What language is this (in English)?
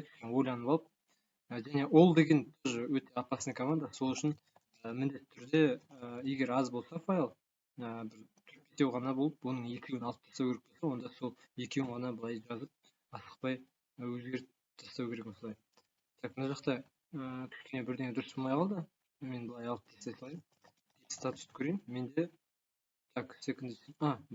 Kazakh